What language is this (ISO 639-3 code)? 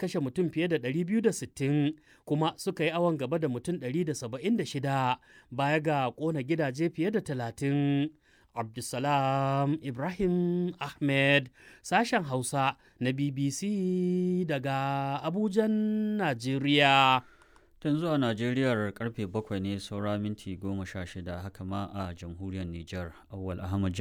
hau